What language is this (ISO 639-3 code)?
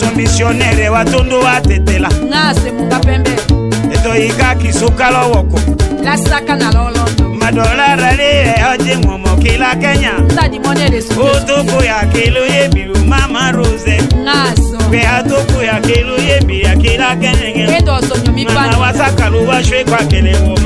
tll